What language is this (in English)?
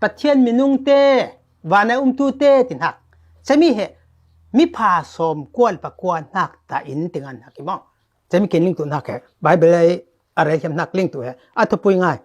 Falam Chin